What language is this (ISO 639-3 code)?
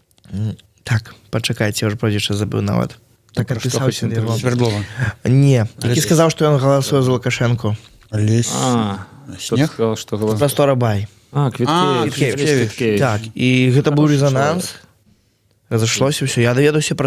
bel